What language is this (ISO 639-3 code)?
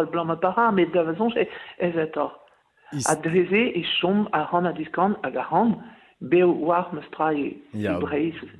bre